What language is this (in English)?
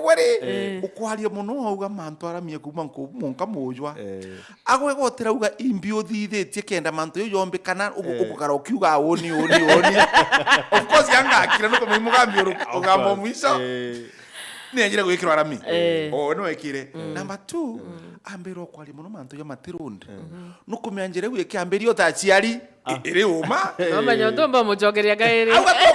Meru